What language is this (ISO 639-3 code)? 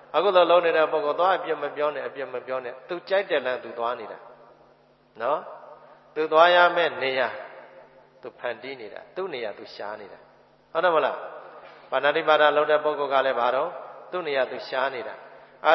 mya